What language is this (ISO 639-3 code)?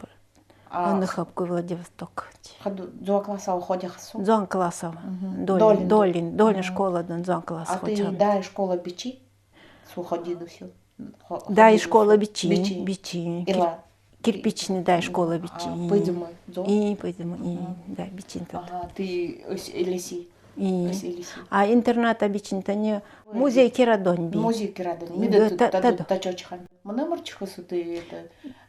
gld